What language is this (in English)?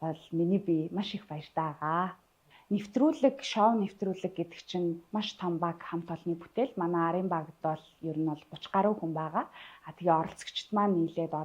Mongolian